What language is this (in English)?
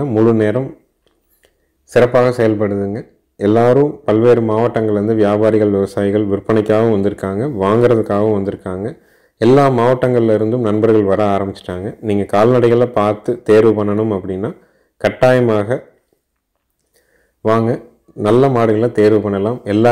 Tamil